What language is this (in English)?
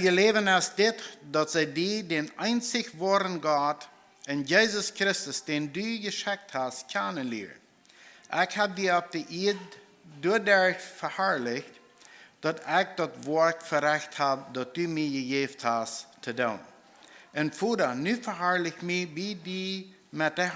Plautdietsch